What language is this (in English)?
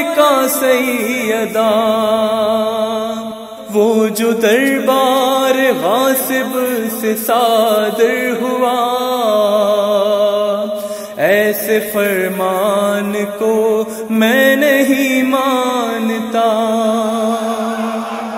Urdu